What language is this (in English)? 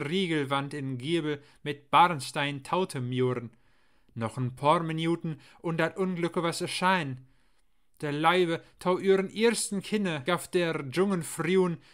Low German